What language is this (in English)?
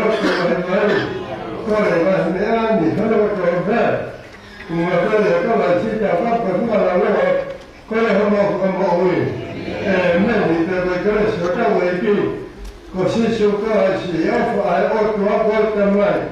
Tongan